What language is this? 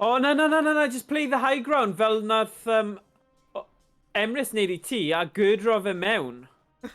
Welsh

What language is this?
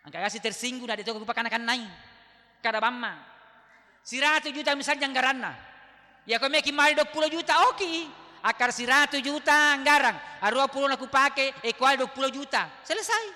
Buginese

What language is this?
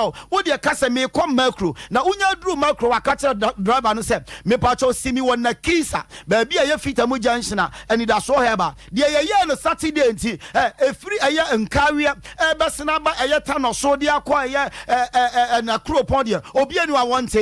Akan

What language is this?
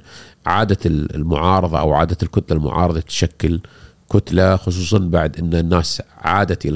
Gulf Arabic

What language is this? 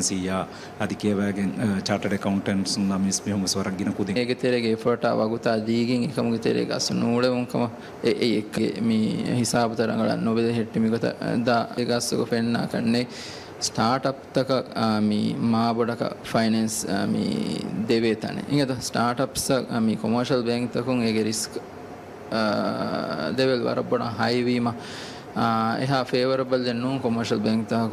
Divehi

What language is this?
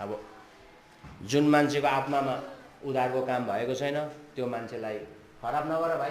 Nepali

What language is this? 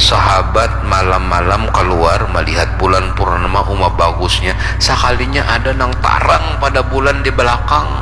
Banjar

